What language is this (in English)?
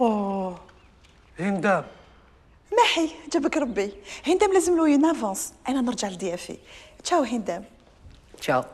Algerian Arabic